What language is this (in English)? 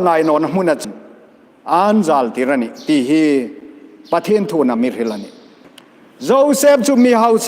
Hmar